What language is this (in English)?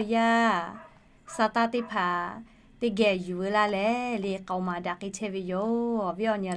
Lahu